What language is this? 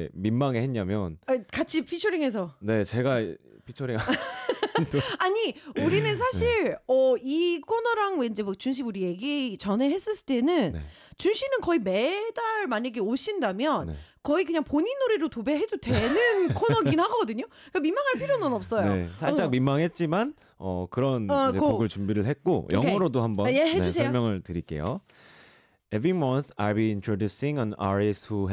Korean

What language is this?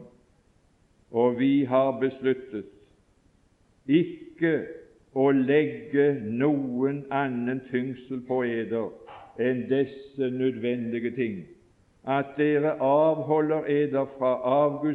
Norwegian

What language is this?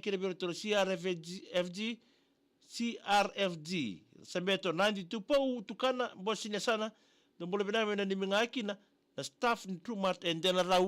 Fijian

